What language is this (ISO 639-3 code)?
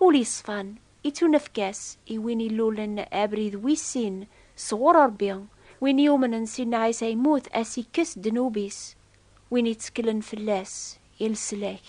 kab